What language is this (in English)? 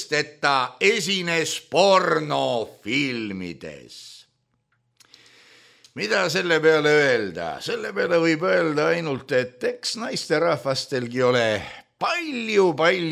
Estonian